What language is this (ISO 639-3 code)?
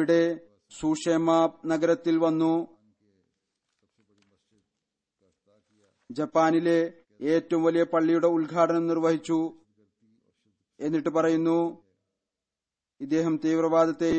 mal